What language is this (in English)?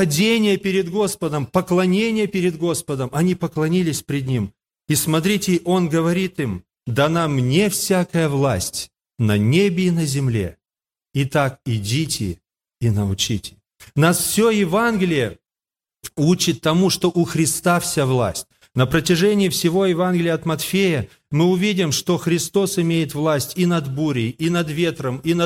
Russian